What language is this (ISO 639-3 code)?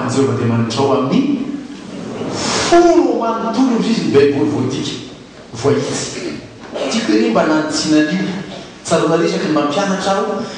mlg